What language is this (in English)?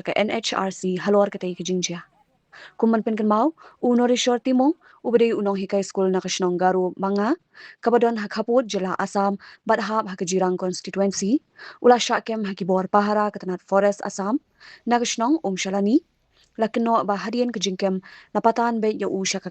Khasi